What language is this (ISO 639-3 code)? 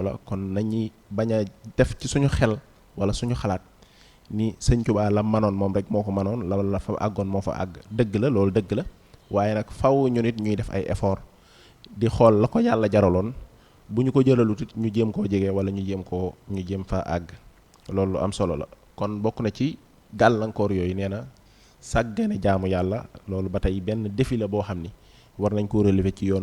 wol